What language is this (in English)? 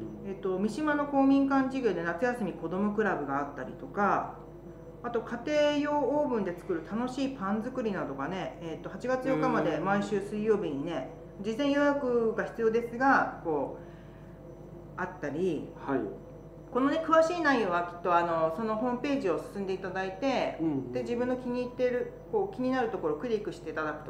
Japanese